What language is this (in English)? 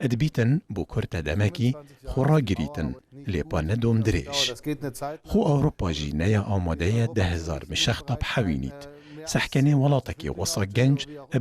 Kurdish